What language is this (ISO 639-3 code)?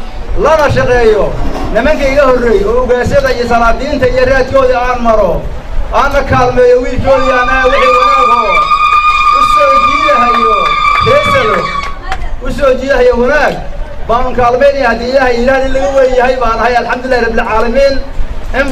som